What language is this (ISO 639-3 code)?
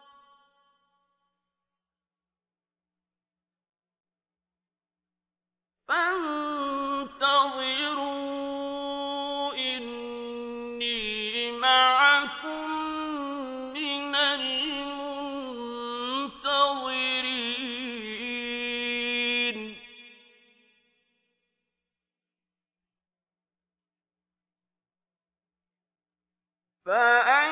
ara